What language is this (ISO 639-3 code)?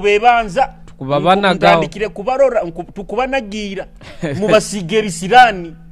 nyo